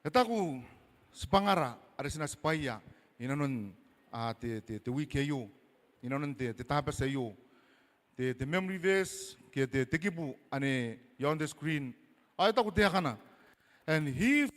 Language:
Gilbertese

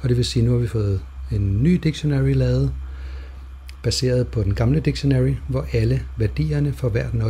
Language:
Danish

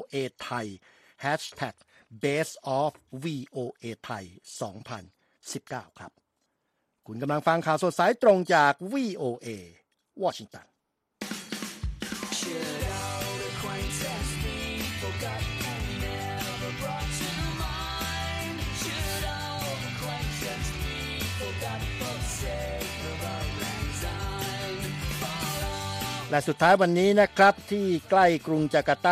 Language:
Thai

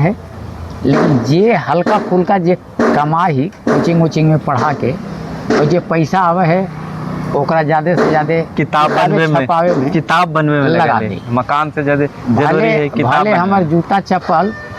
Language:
Magahi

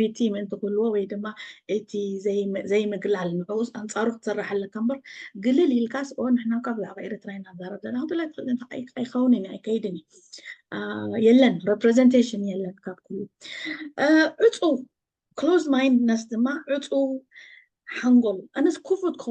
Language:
Tigrinya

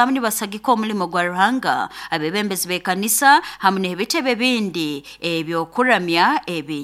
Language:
Nyoro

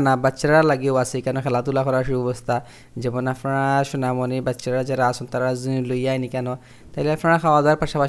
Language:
Sylheti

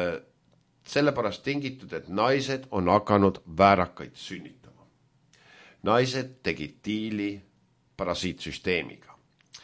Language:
Estonian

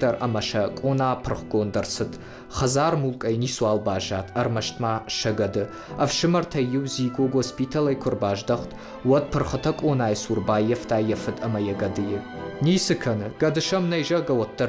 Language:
Ossetic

